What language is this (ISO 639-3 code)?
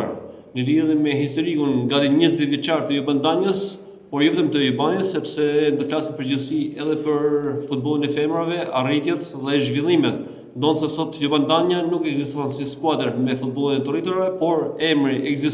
sqi